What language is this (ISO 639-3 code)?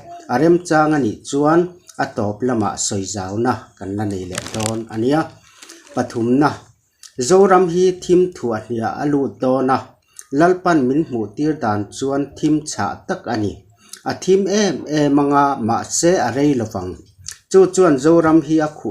lus